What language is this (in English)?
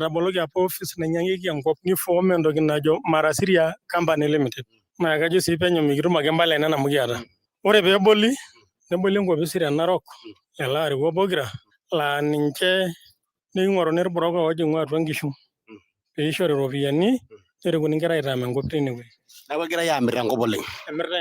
Masai